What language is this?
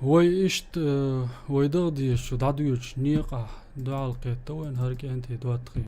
Chechen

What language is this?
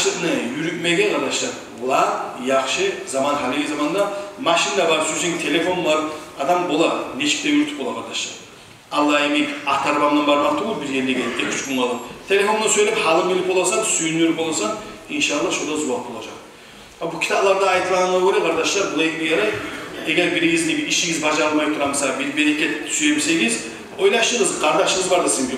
Kumyk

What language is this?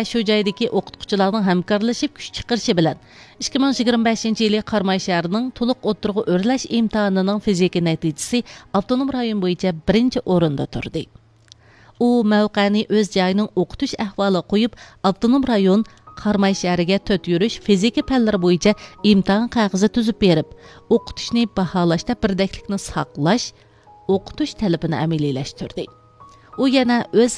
Uyghur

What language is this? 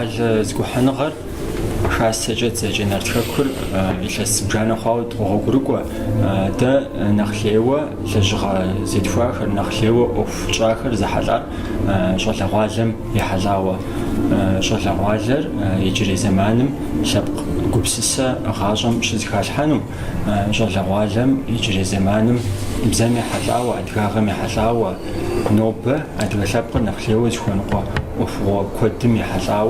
Kabardian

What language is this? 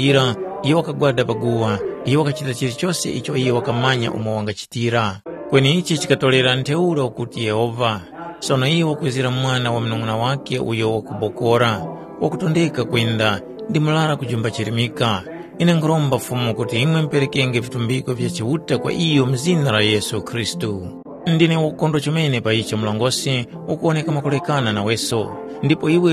Tumbuka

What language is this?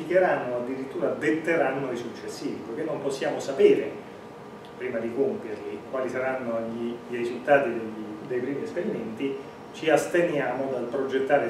Italian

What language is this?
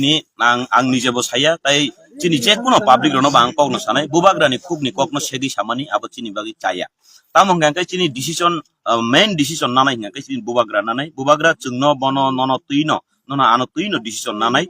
Kok Borok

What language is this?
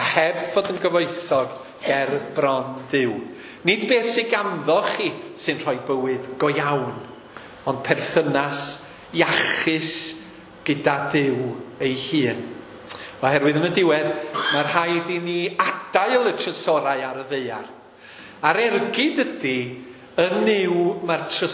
Welsh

